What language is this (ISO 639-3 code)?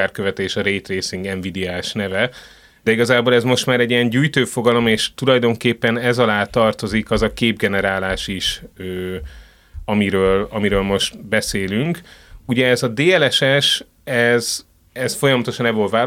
hun